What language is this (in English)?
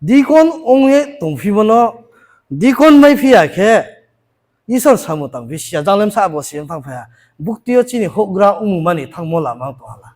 Riang (India)